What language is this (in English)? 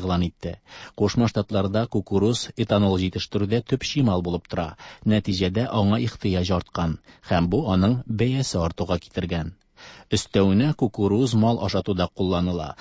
Tatar